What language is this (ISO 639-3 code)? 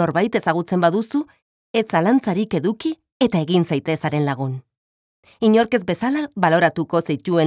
eus